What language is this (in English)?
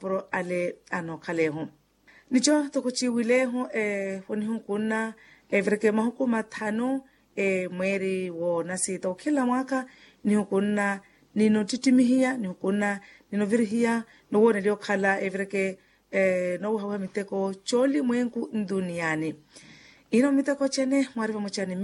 Makhuwa